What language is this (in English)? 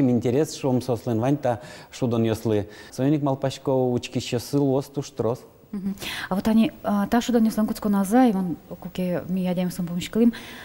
Udmurt